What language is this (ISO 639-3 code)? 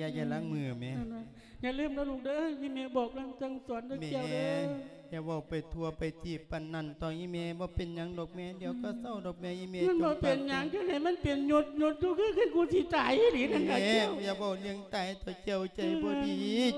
lao